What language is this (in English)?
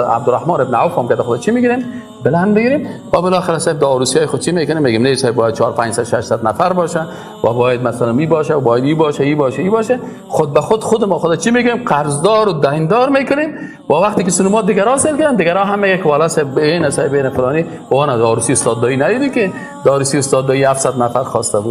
Persian